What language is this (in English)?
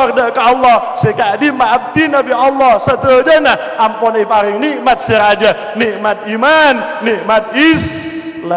Madurese